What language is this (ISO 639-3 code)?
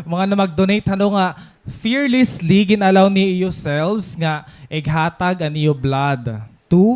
war